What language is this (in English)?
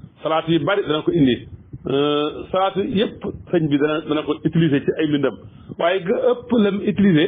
Wolof